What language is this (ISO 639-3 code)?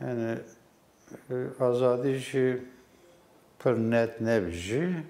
kur